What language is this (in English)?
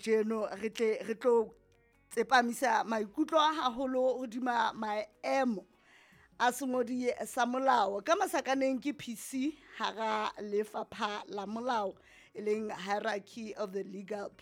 Southern Sotho